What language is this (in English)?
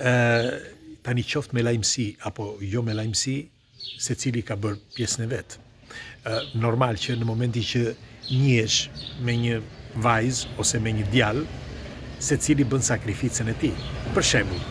Albanian